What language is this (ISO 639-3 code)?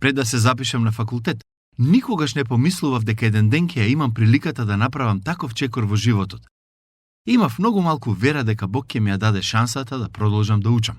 mkd